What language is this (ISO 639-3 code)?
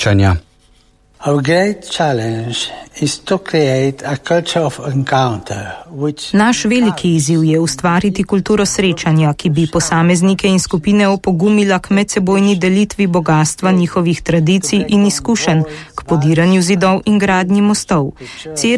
slv